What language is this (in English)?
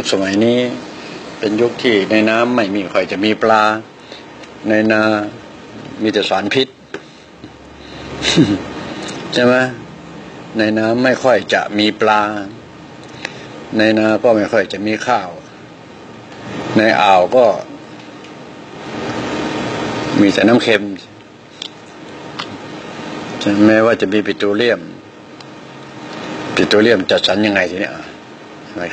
Thai